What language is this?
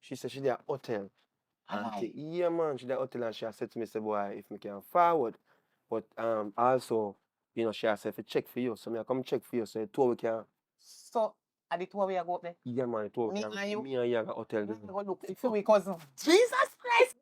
Jamaican Creole English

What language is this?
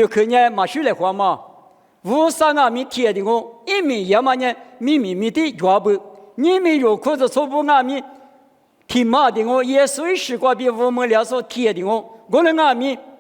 Lisu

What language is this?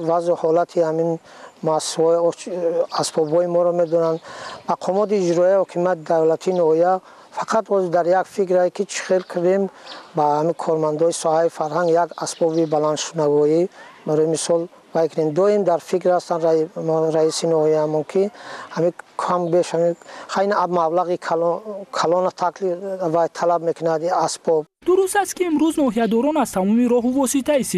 Tajik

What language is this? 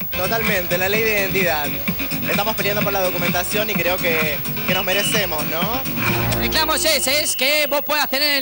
Spanish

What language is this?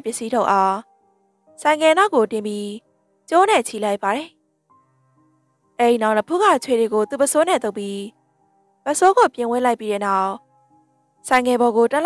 Burmese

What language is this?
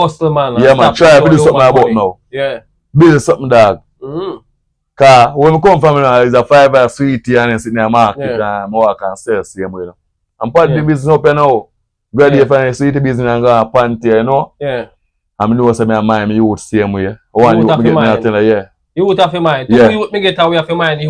Jamaican Creole English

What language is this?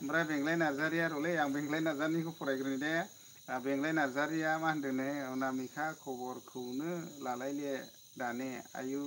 Bodo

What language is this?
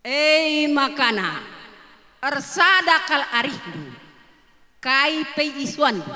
Batak Karo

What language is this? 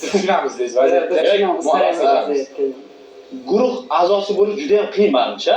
Uzbek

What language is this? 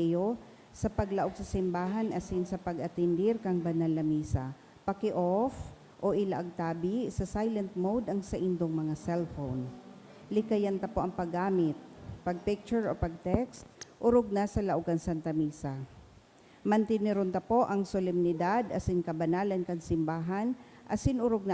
Bikol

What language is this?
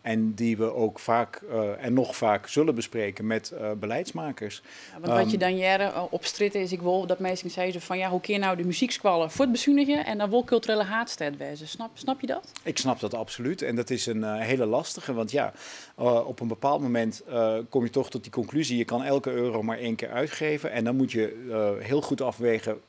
Western Frisian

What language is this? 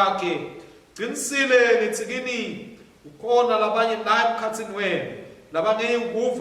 Swati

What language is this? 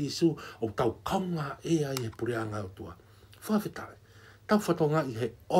Tongan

